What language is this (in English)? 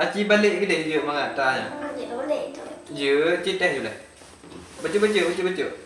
Achinese